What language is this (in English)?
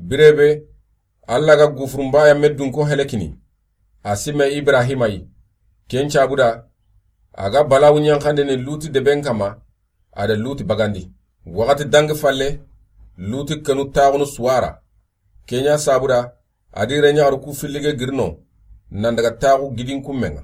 Soninke